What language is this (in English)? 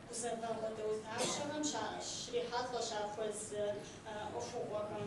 Kabardian